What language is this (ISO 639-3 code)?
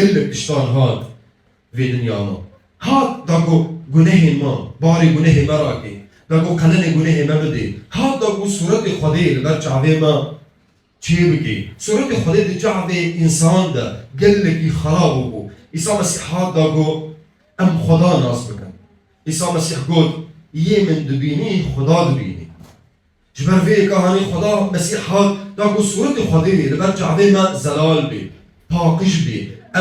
kur